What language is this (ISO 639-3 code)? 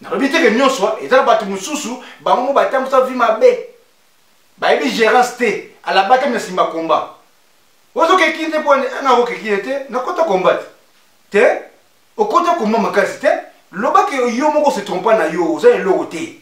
lin